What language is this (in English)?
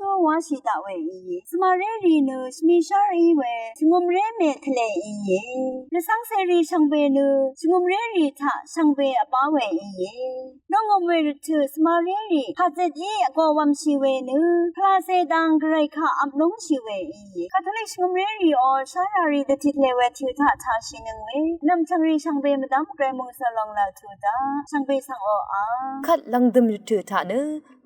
Rawang